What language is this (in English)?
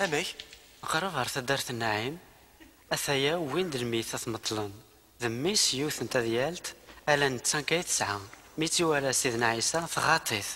Kabyle